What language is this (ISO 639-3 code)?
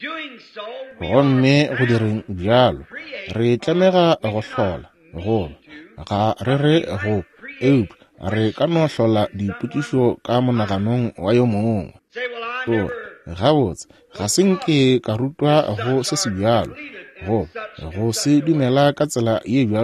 nso